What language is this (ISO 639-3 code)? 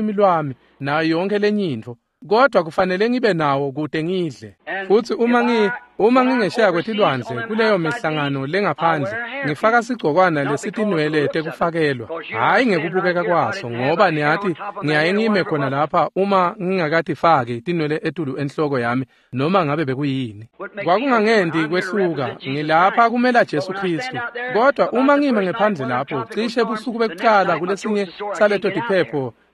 ssw